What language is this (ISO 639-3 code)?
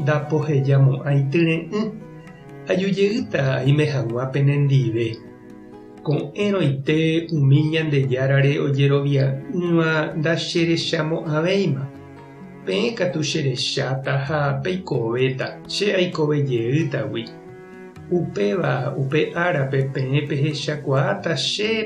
grn